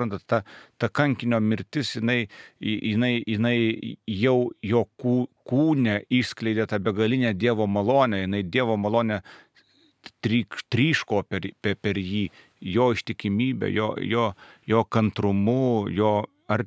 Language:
Lithuanian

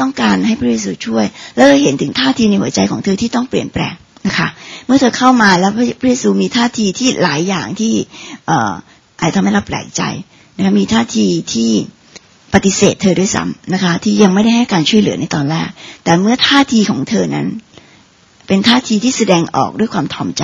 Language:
Thai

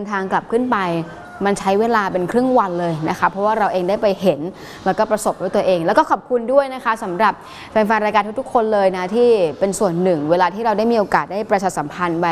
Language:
Thai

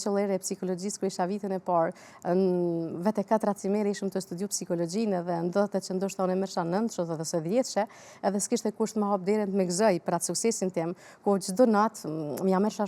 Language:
Albanian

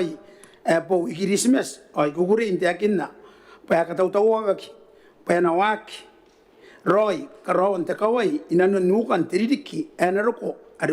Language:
Gilbertese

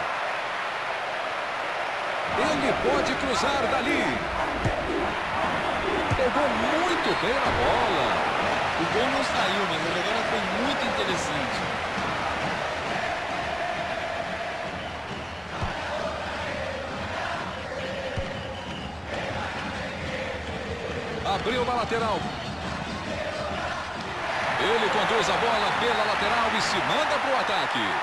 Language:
Portuguese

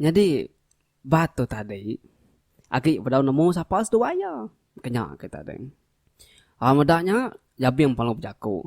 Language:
Iban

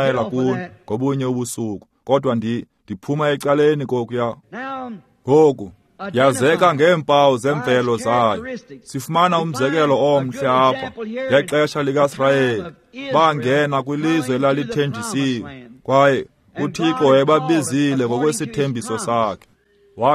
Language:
Xhosa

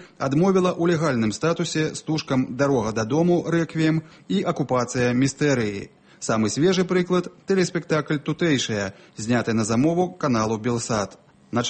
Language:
Belarusian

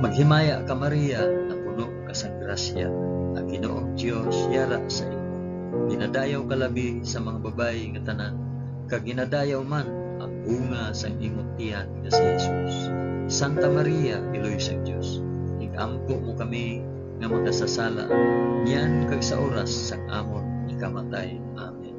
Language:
Hiligaynon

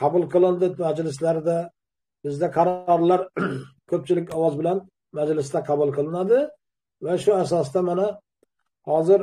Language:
Uzbek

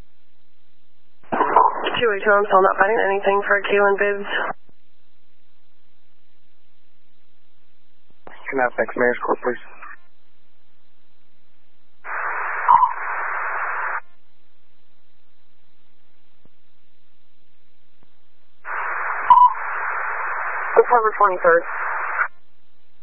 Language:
English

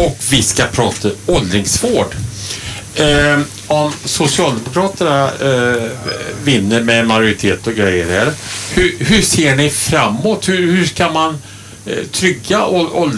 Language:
Swedish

